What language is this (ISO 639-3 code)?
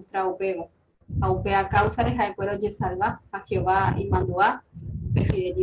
grn